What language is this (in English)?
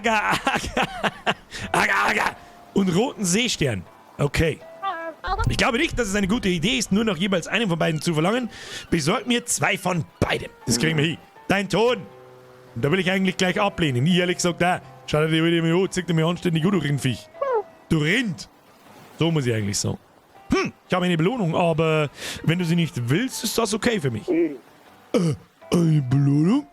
Bavarian